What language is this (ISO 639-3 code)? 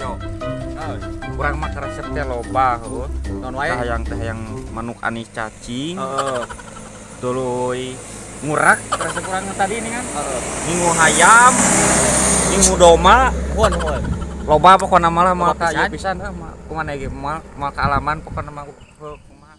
sun